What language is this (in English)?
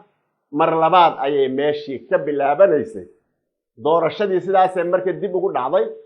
Somali